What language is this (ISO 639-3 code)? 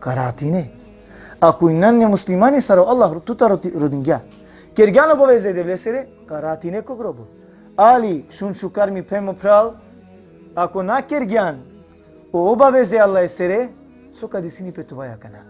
rmn